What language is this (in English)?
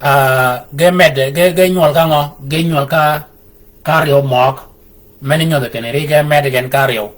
Shilluk